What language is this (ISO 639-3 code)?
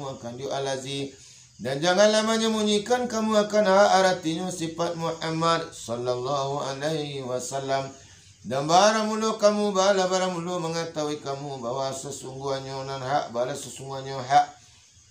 min